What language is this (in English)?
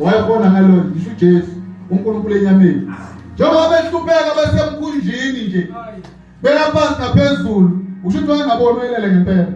Zulu